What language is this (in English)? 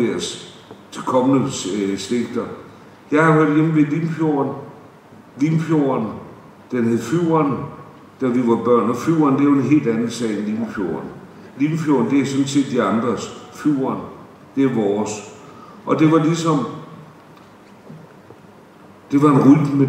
Danish